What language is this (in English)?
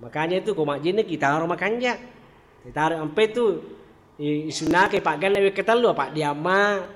Buginese